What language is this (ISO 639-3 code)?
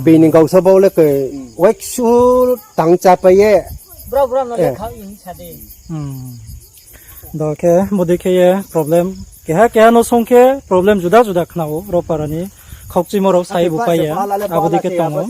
ria